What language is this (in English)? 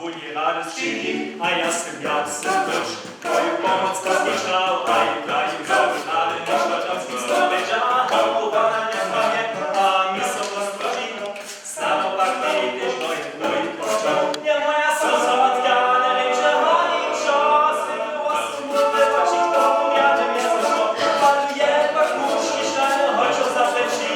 Upper Sorbian